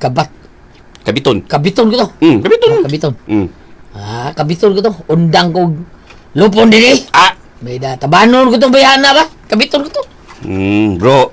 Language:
Cebuano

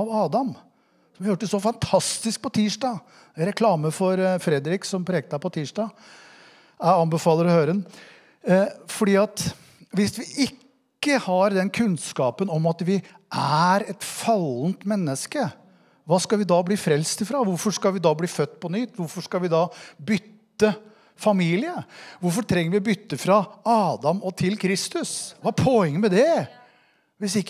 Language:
Norwegian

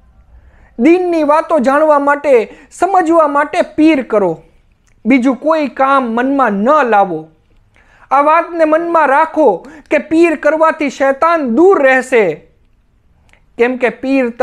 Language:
Gujarati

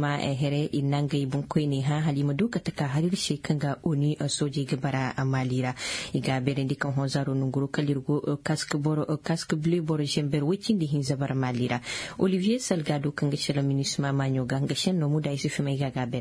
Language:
Zarma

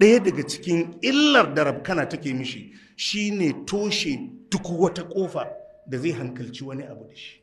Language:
Hausa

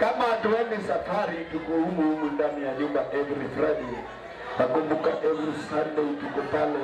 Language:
Luo (Kenya and Tanzania)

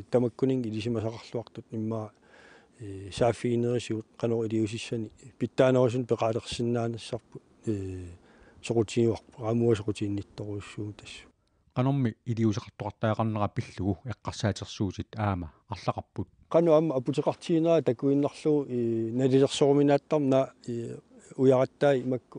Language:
Kalaallisut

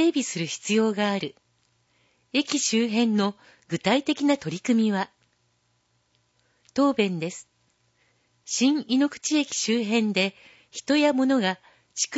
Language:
Japanese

